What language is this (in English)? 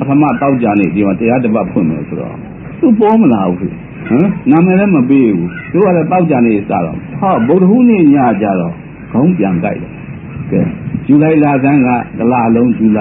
Burmese